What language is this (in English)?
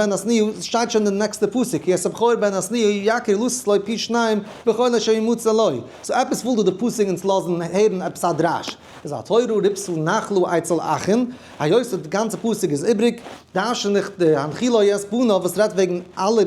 Yiddish